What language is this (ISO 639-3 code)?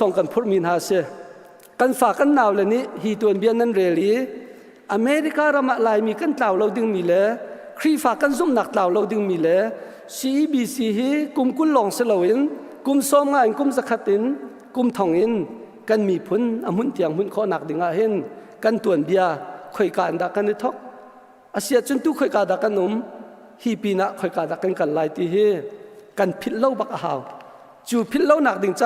cnh